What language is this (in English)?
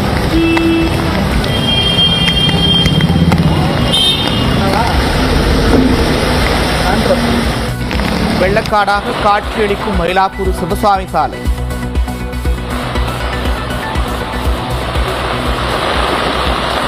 Tamil